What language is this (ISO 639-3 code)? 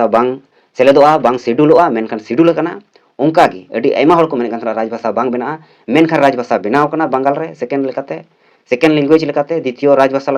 sat